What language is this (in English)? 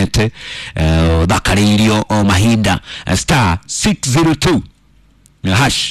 Kikuyu